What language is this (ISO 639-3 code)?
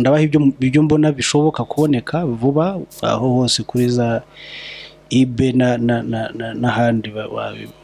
kin